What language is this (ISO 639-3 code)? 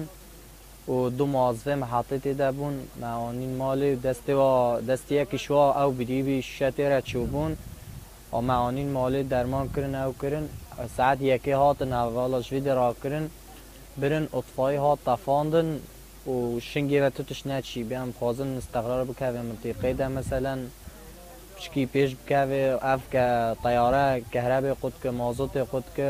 kur